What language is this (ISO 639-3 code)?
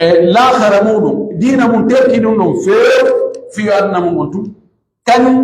fuf